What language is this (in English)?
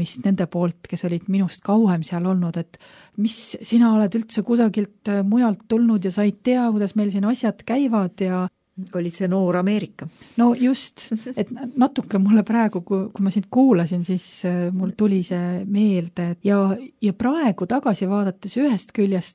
Estonian